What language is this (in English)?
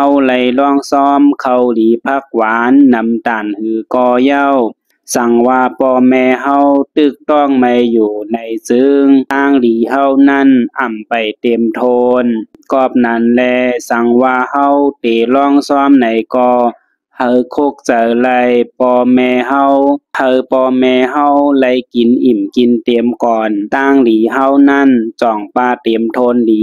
Shan